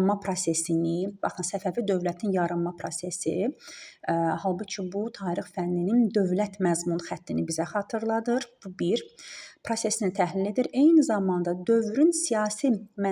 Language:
Azerbaijani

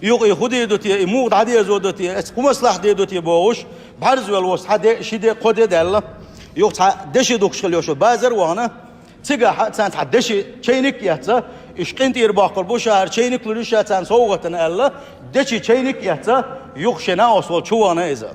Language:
Chechen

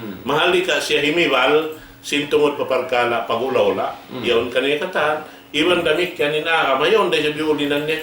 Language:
Tausug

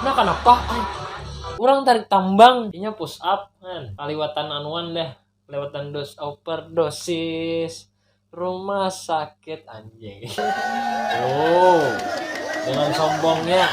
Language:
Banjar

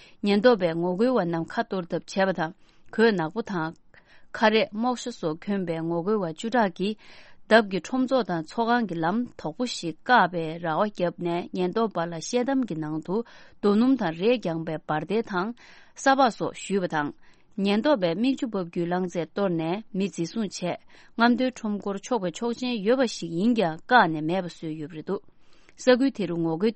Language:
Tibetan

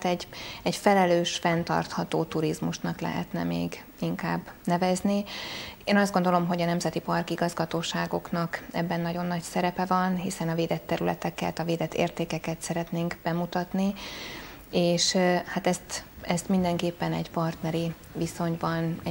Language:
Hungarian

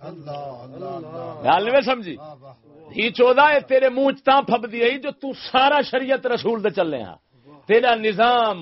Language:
Saraiki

